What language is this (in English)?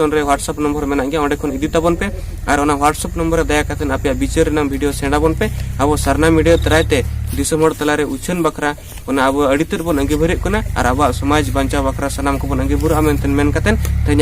Santali